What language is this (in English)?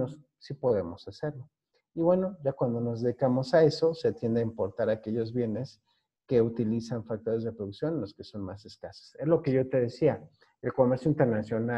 Spanish